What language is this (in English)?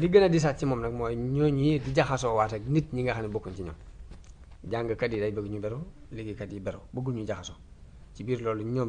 Wolof